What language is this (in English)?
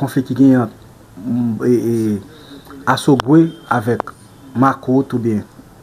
Haitian Creole